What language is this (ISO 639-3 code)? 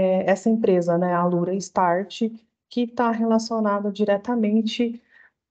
por